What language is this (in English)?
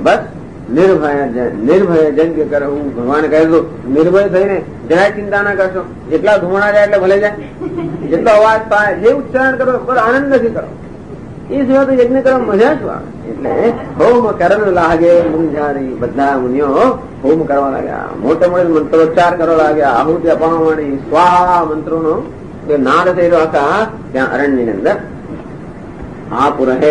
Gujarati